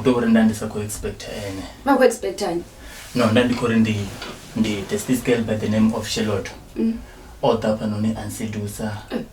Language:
Venda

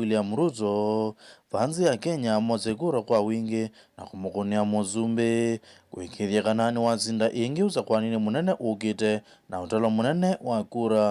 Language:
Kamba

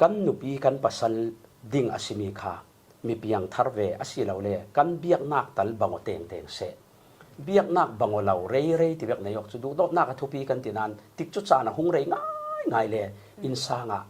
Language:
Falam Chin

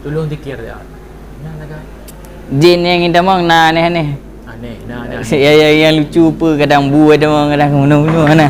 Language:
Achinese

